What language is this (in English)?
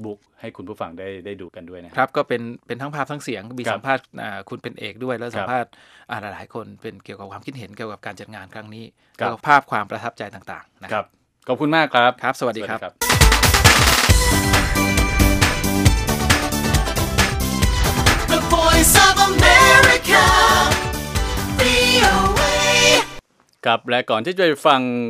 Thai